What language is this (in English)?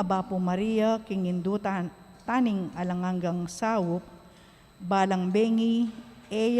Pampanga